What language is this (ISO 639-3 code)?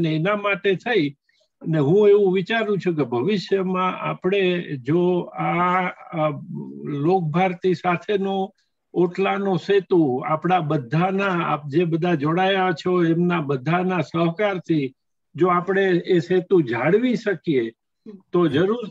guj